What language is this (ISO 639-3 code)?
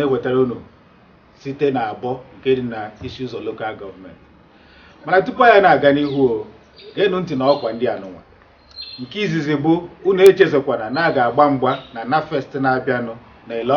ibo